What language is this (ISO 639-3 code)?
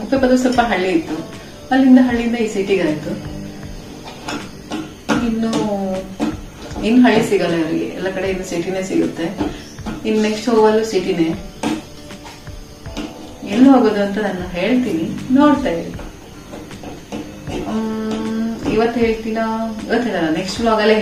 kan